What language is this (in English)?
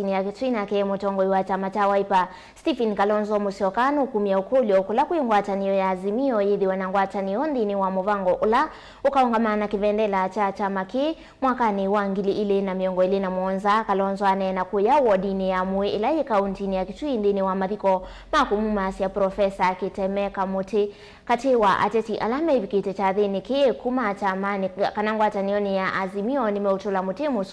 Kamba